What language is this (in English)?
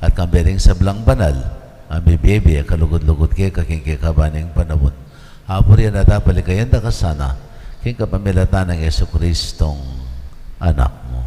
Pampanga